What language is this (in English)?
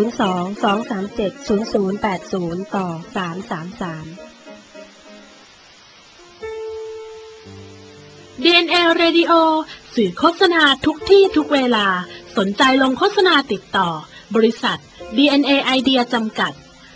Thai